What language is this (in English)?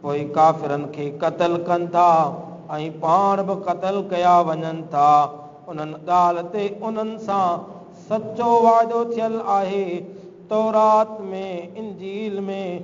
Sindhi